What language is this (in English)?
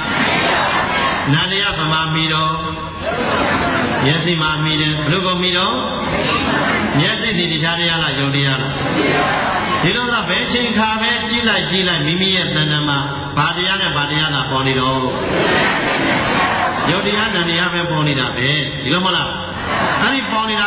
Burmese